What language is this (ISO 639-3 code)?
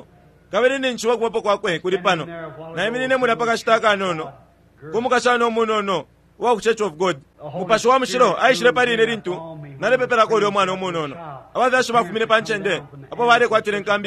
bem